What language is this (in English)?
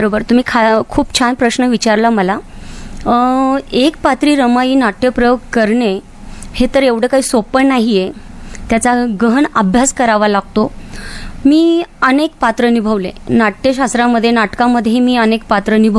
Marathi